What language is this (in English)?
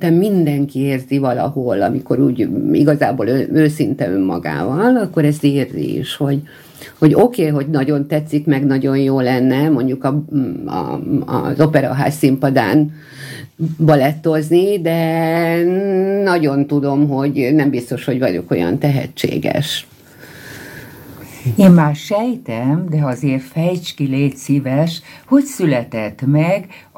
Hungarian